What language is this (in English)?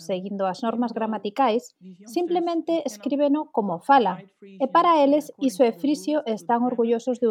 Galician